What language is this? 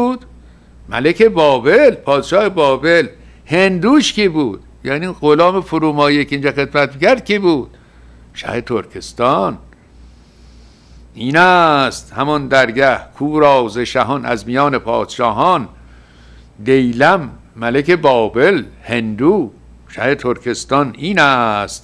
Persian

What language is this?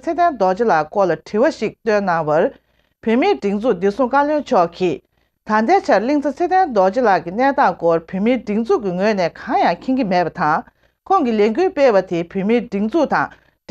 Tibetan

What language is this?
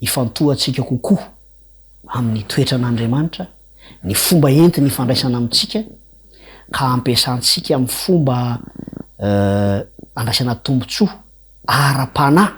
Malagasy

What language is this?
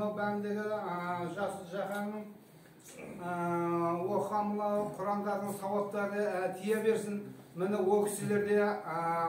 Kazakh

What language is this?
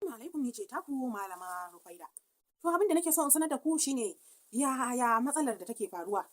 Hausa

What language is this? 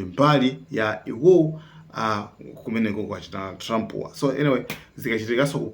Nyanja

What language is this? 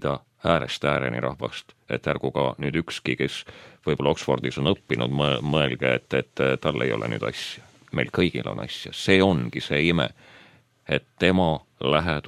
Estonian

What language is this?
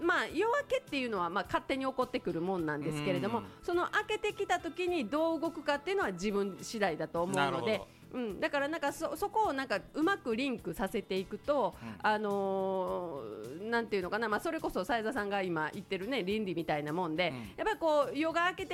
Japanese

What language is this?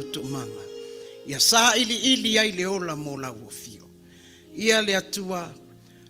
Samoan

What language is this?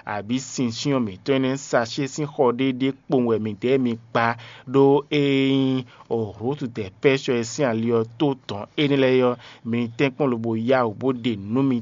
Fon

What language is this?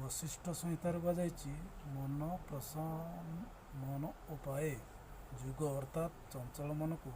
Odia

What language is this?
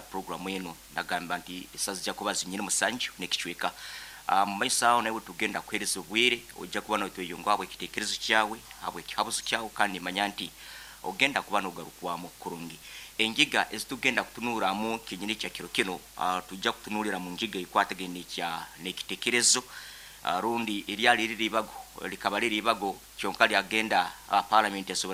Nyoro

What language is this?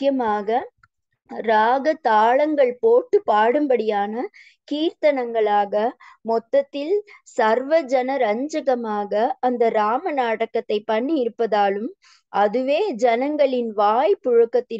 Tamil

